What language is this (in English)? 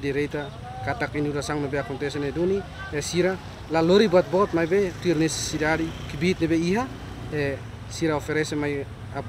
Tetum